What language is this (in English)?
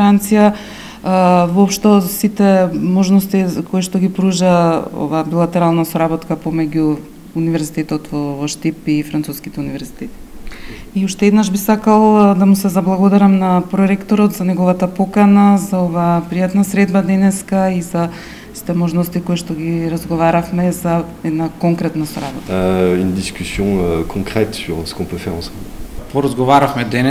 Macedonian